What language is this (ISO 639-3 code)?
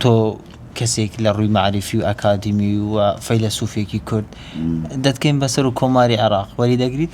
ckb